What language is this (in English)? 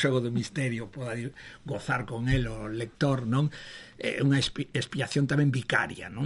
Galician